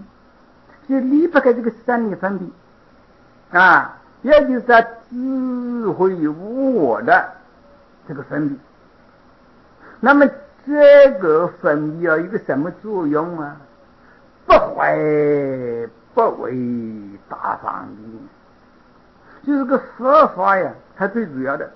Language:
Chinese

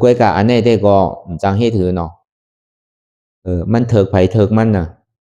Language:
Shan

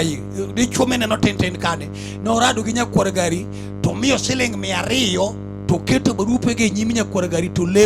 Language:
Luo (Kenya and Tanzania)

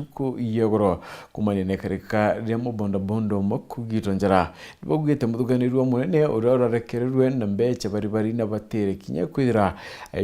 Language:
Meru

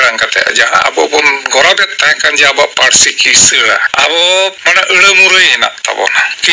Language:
Santali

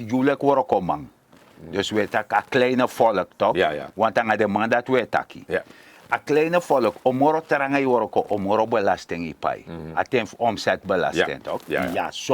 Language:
Sranan Tongo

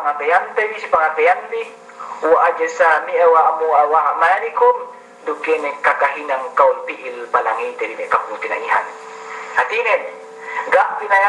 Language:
Yakan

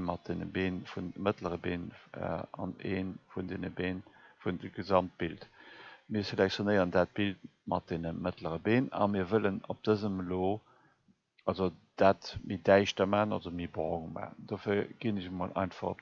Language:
Luxembourgish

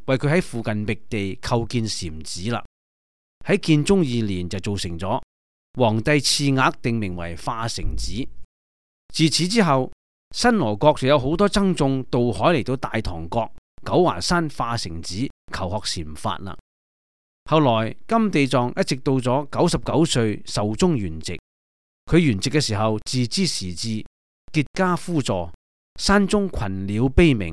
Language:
Cantonese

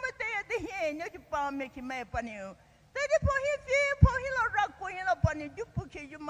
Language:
Poumei Naga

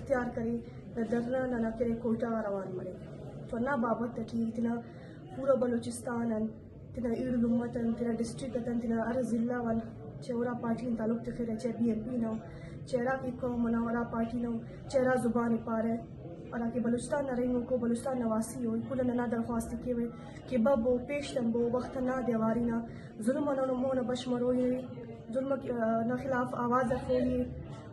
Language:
Eastern Balochi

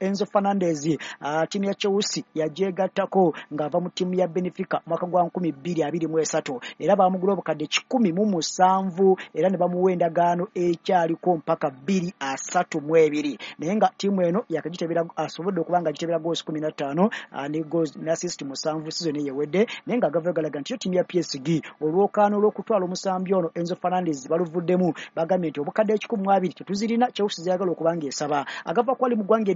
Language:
Ganda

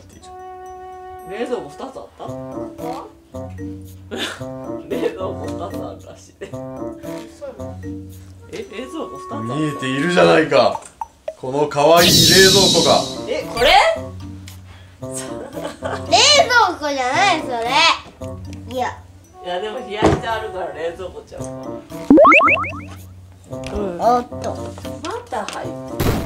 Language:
Japanese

